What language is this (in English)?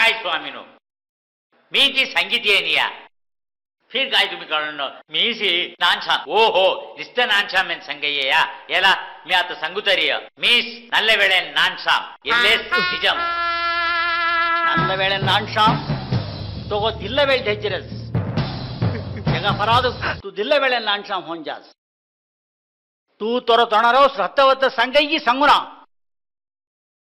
Saurashtra